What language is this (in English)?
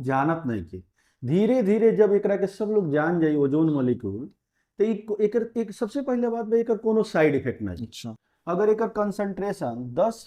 Bhojpuri